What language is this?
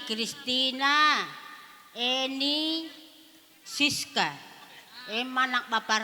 Batak Karo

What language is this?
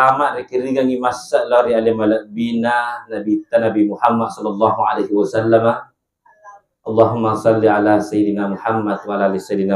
Buginese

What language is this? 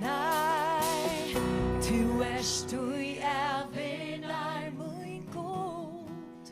Faroese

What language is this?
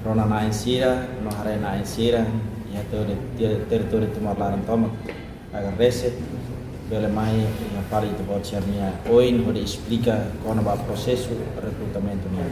Tetum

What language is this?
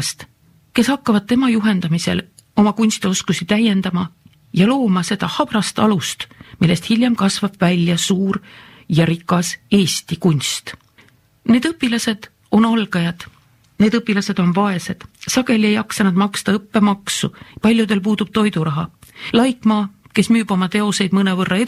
Estonian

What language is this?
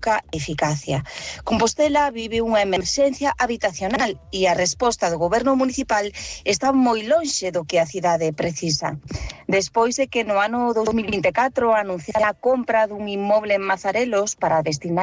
Galician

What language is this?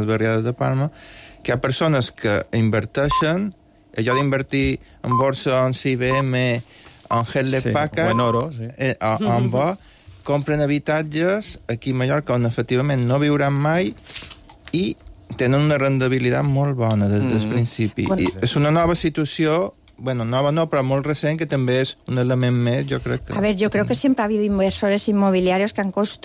Catalan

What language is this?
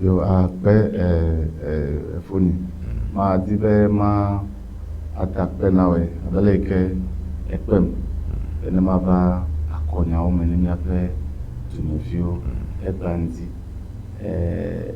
Ewe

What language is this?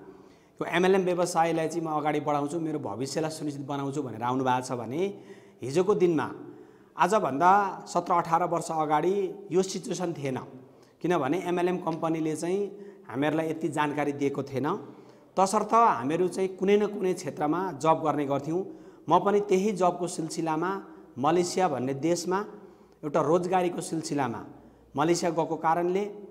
Nepali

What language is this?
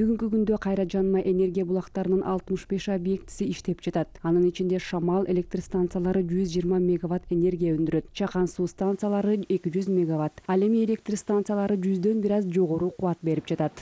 Kyrgyz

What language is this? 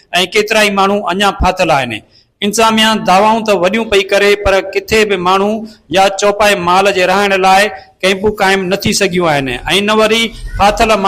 Sindhi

